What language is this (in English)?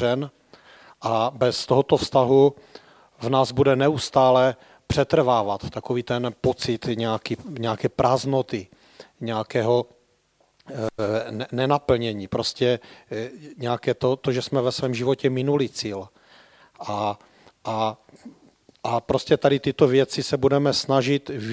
Czech